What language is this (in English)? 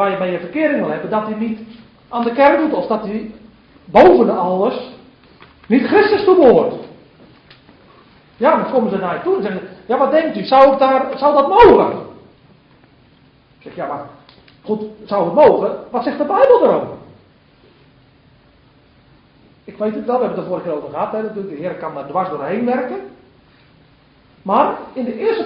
Dutch